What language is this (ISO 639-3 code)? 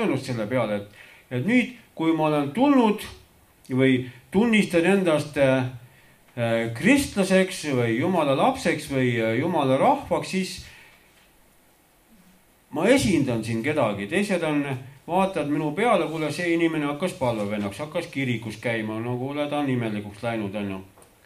est